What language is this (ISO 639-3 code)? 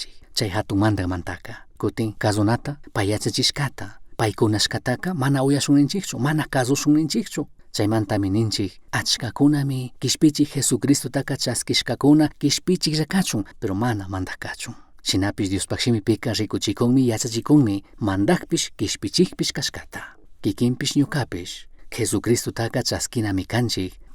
qug